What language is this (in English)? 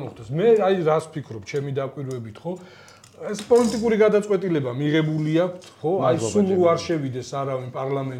Georgian